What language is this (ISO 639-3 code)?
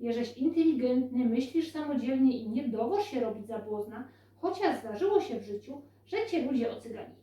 szl